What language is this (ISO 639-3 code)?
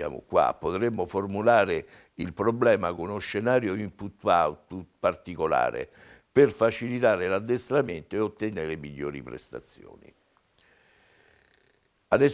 ita